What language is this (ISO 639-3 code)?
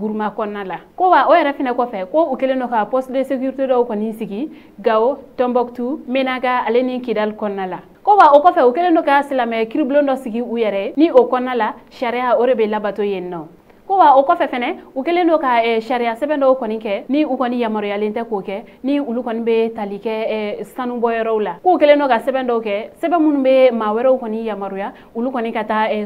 bam